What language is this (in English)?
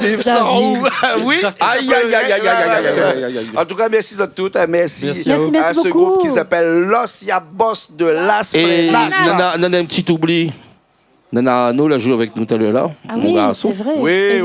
Réunion Creole French